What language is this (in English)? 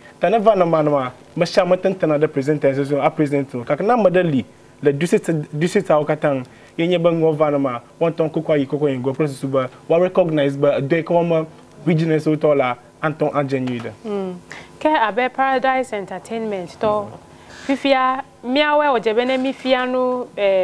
Ewe